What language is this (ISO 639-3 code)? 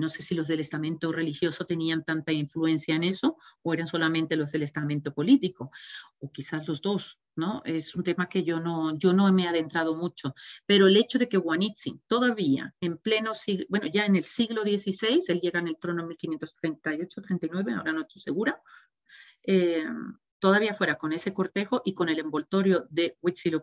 spa